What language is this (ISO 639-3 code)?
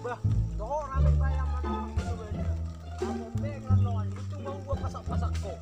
bbc